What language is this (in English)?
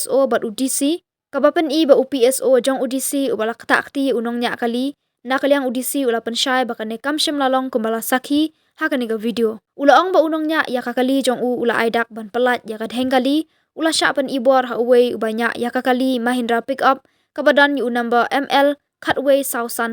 Khasi